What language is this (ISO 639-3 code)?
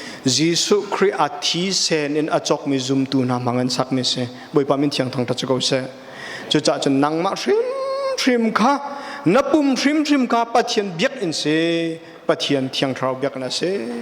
cnh